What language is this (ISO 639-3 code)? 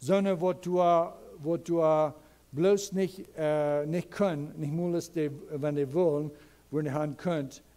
pdt